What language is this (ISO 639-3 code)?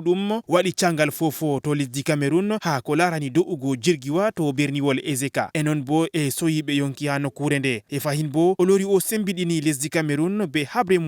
ful